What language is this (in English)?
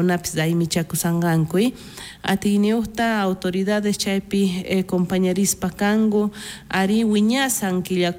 South Bolivian Quechua